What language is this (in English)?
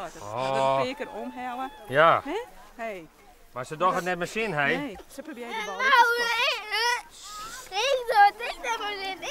Western Frisian